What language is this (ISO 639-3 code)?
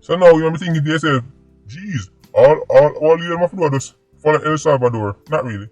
jam